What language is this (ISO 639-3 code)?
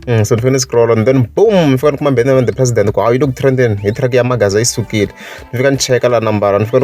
tso